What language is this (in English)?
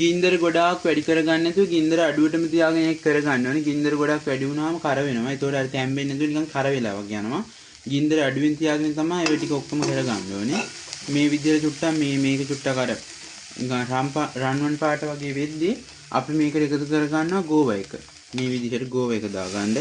Sinhala